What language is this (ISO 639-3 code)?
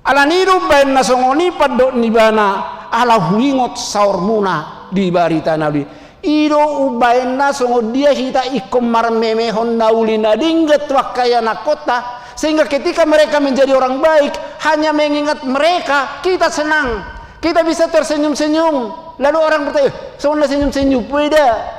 bbc